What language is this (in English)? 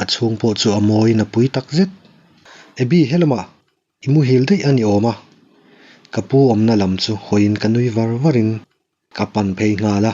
Mizo